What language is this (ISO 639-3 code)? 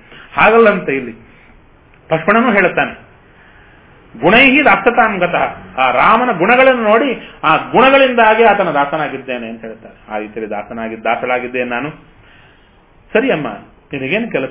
kan